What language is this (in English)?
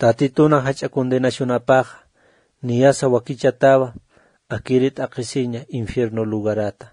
Aymara